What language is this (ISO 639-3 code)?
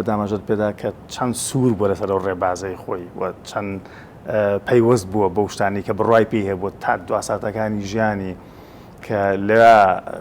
ckb